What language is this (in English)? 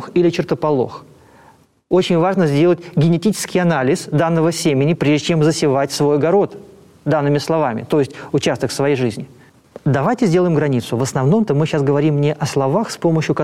Russian